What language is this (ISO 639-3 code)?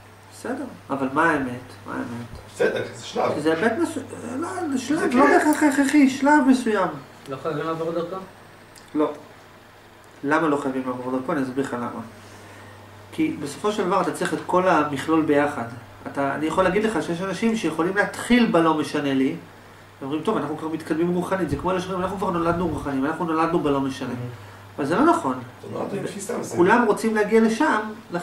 heb